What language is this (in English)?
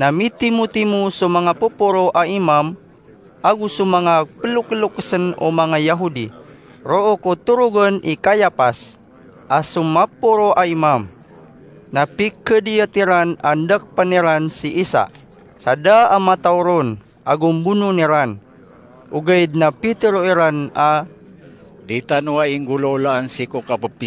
Maranao